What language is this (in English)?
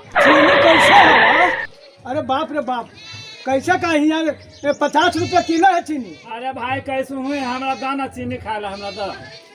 Magahi